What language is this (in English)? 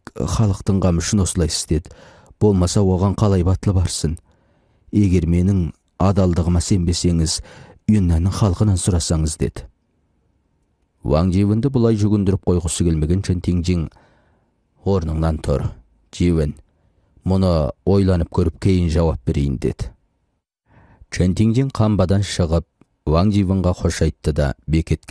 Kazakh